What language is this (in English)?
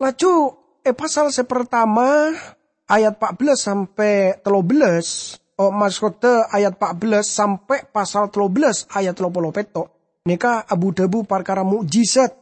Madurese